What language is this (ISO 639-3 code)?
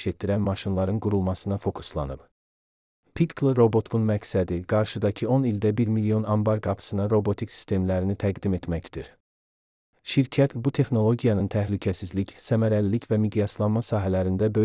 aze